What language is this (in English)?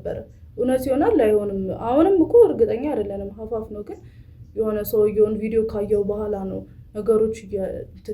Amharic